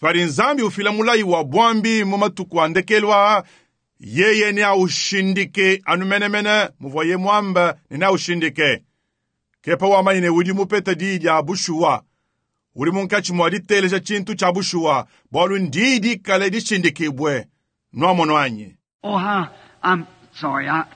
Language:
Luba-Lulua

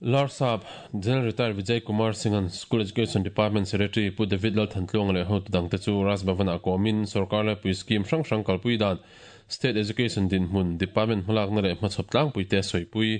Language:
Mizo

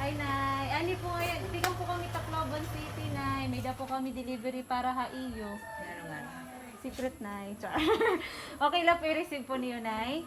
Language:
Waray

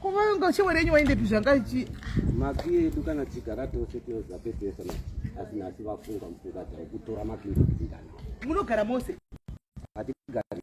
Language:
Shona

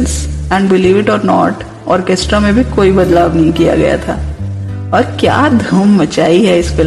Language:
Hindi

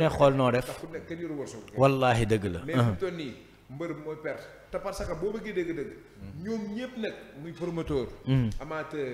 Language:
Wolof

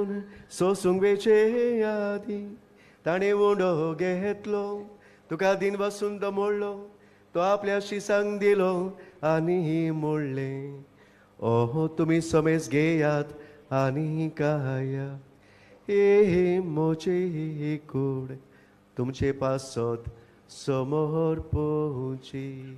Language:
Konkani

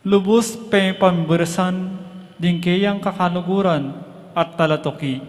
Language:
Pampanga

